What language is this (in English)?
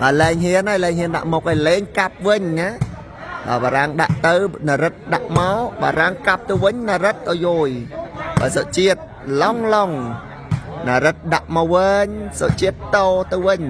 Khmer